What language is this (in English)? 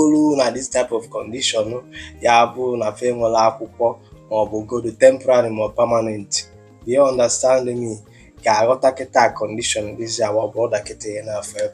Igbo